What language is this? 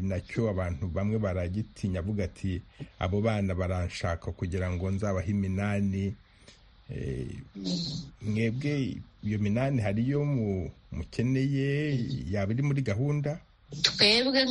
Kinyarwanda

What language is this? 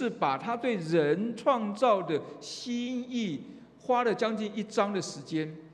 Chinese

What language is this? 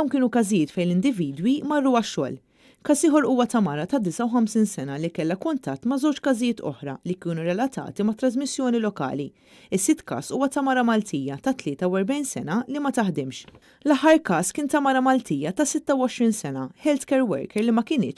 Maltese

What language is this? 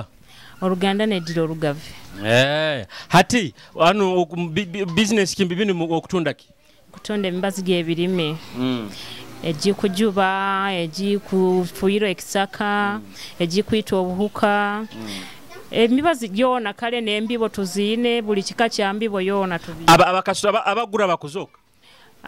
Nyoro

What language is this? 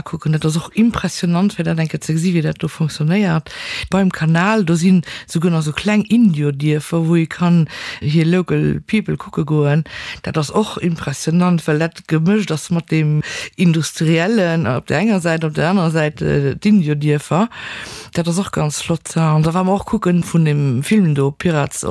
Luxembourgish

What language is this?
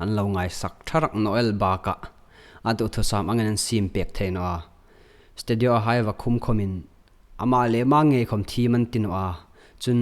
Hmar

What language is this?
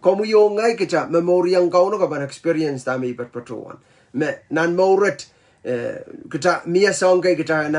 Pohnpeian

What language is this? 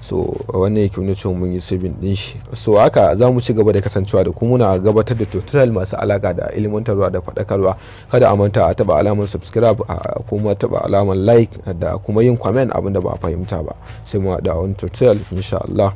Hausa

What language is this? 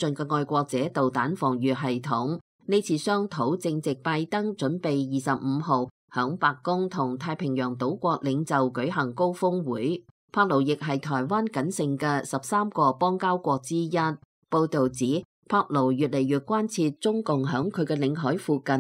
Cantonese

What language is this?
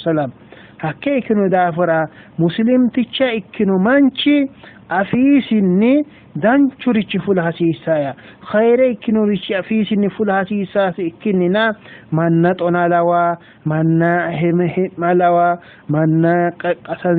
Sidamo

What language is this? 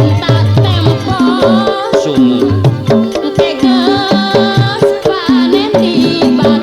Sundanese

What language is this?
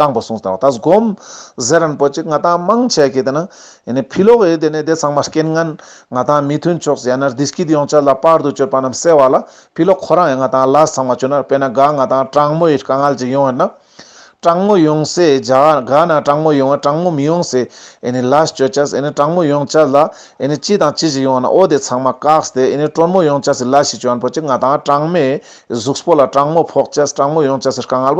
Ladakhi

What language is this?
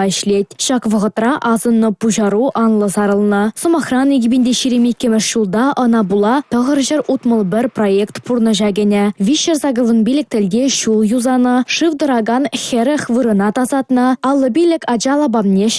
Chuvash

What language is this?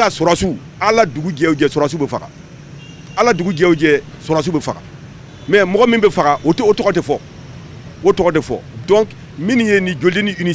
Bambara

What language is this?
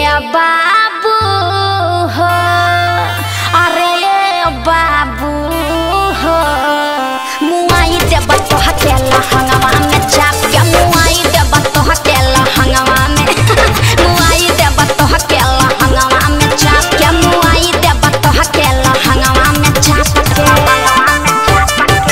Bhojpuri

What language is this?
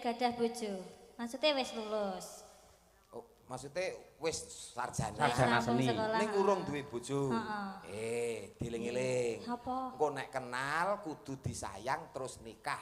Javanese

